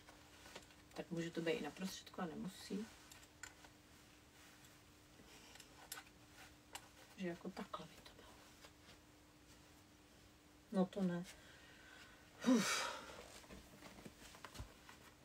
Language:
Czech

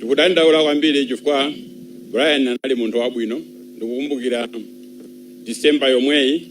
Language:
Nyanja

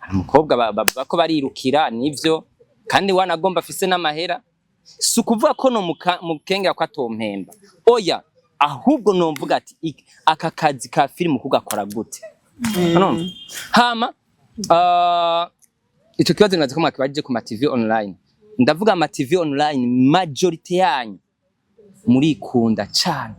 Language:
Rundi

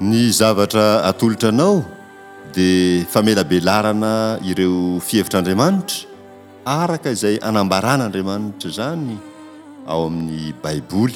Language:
Malagasy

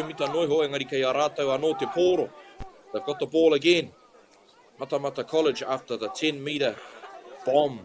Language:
Māori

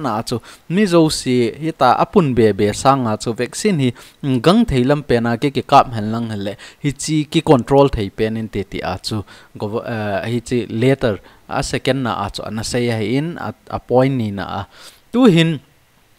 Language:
Thado Chin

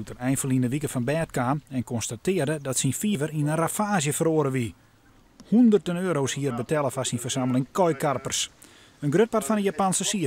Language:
Western Frisian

